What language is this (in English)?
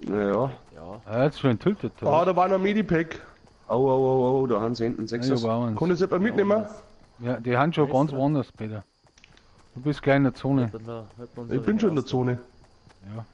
Bavarian